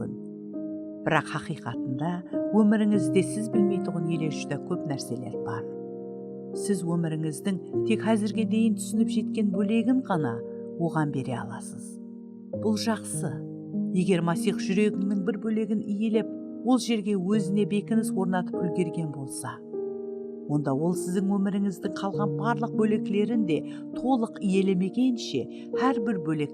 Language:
Kara-Kalpak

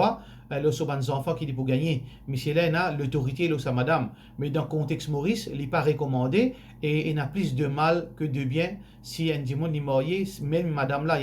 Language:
Morisyen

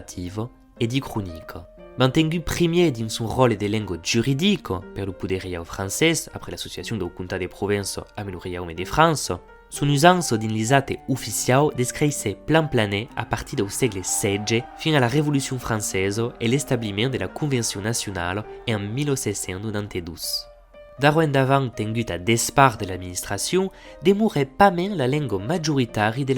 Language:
Occitan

